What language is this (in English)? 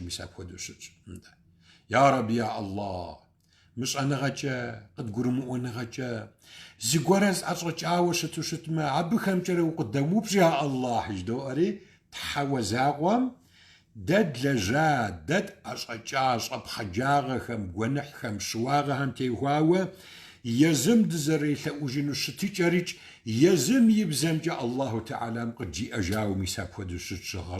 Kabardian